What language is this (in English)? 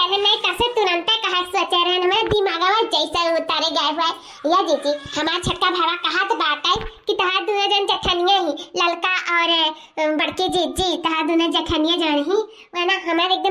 Awadhi